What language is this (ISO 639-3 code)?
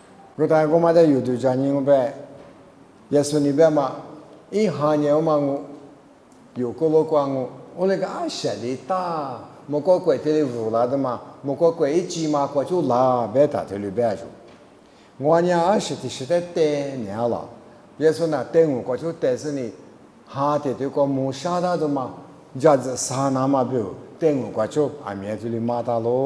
lis